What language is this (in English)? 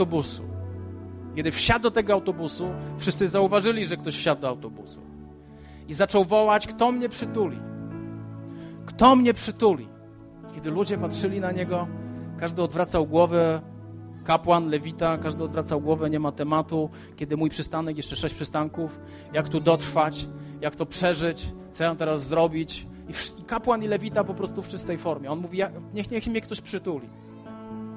Polish